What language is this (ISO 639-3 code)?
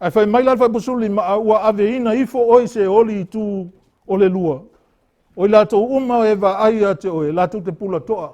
smo